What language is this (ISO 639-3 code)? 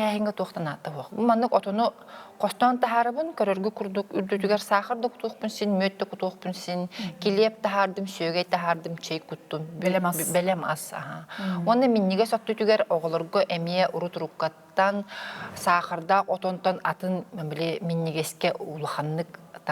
sah